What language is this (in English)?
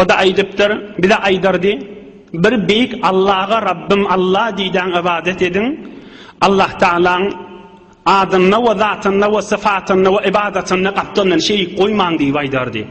Turkmen